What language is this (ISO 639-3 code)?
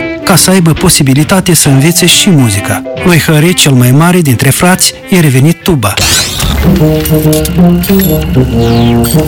ron